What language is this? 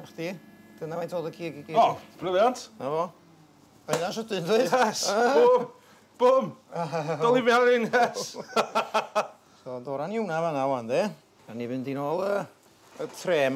Welsh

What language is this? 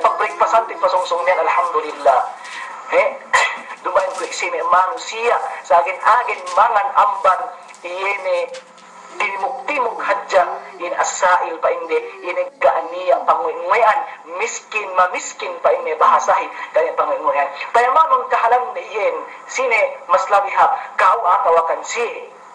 Yakan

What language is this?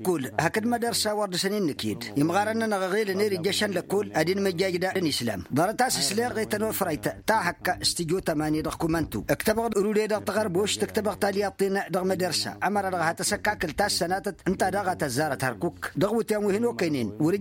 Tamasheq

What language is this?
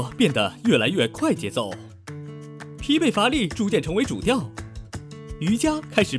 Chinese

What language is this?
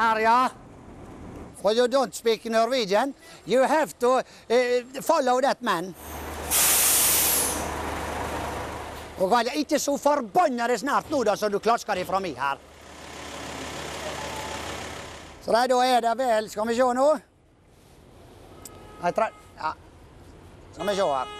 Norwegian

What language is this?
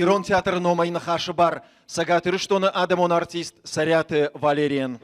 Ossetic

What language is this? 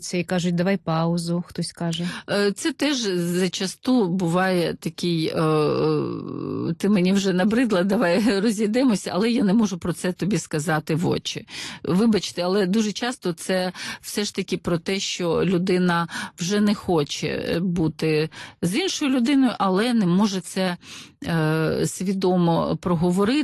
Ukrainian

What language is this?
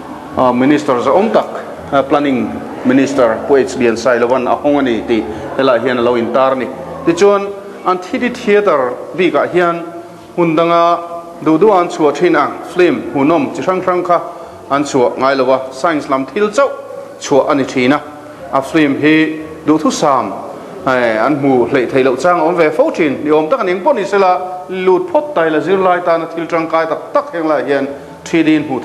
Mizo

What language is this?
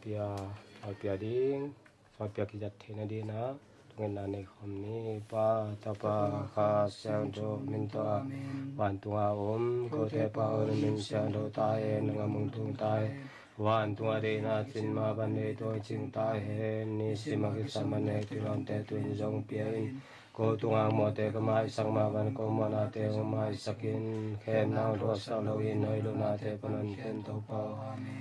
Tedim Chin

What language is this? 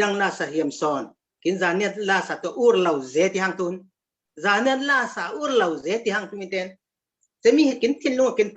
Falam Chin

